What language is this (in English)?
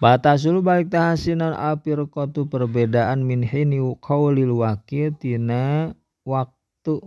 Sundanese